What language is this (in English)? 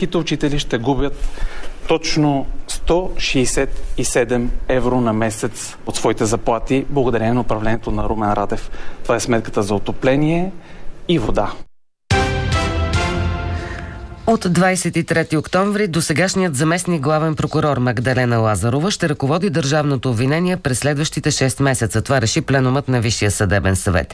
Bulgarian